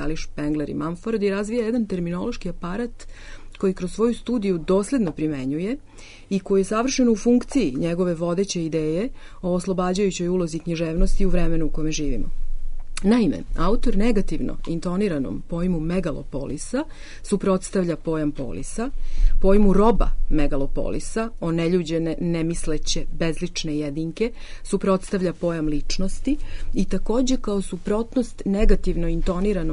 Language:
Serbian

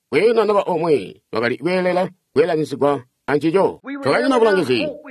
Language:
Tonga (Zambia)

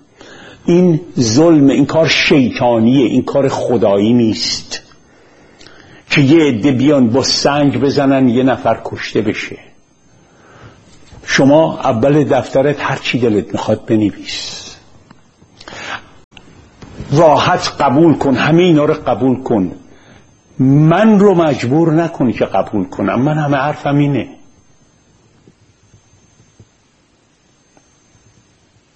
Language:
Persian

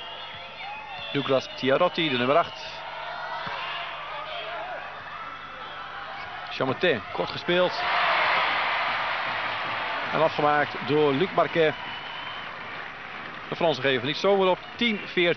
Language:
Dutch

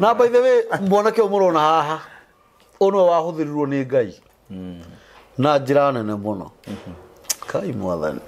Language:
Kikuyu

